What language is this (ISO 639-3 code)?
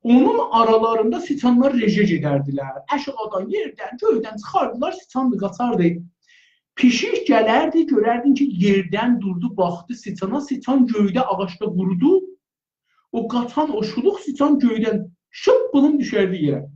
azb